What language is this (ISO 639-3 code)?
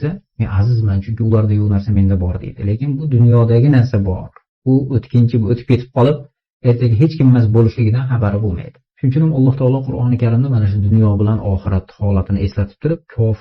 uzb